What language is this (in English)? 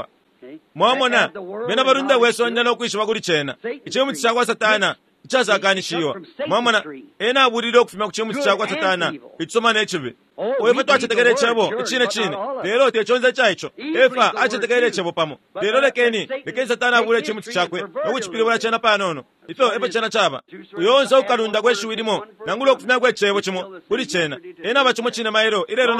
Bemba